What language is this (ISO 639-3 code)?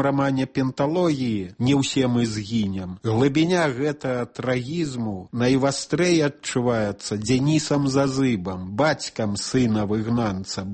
bel